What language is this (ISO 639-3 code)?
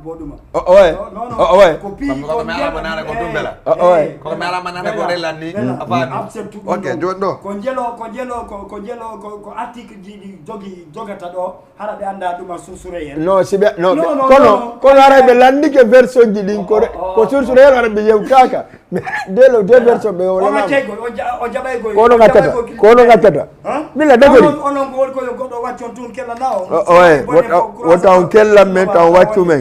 ful